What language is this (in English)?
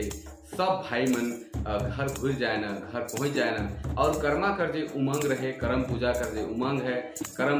Sadri